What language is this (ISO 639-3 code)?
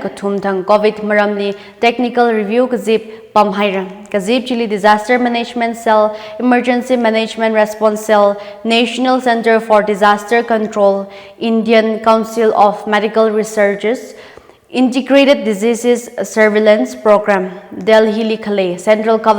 nmf